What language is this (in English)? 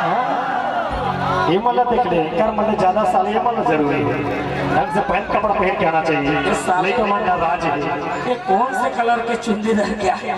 Chhattisgarhi